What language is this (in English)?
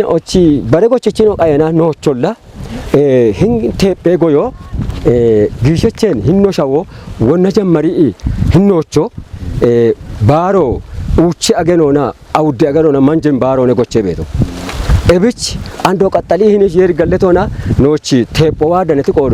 Kafa